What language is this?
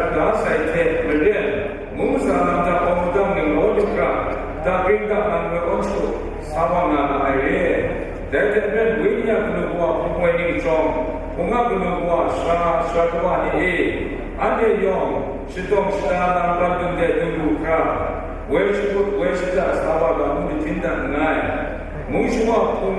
Kachin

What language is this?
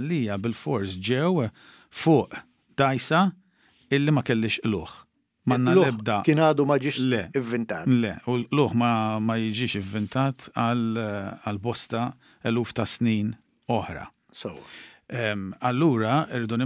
Maltese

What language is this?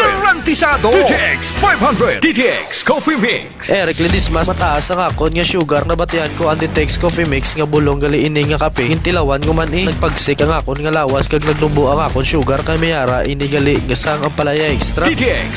Hiligaynon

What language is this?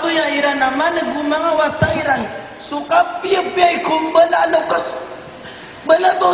Maranao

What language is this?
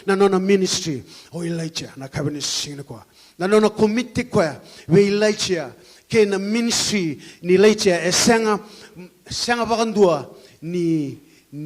Fijian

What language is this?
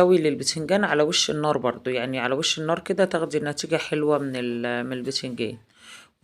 Egyptian Arabic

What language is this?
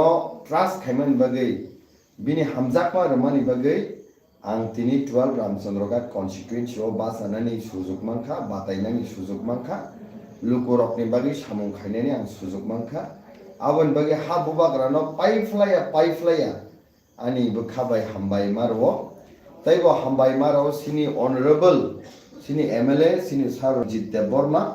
Kok Borok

